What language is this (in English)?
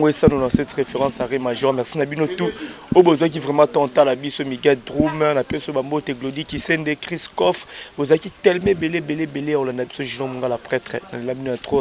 Lingala